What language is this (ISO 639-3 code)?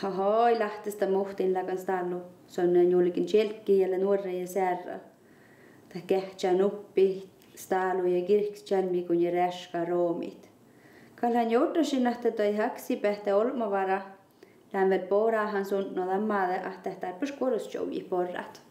sme